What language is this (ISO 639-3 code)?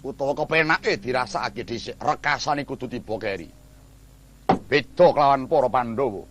jav